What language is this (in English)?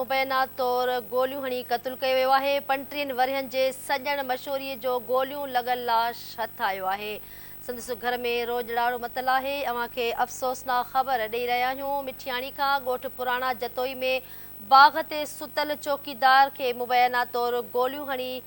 Sindhi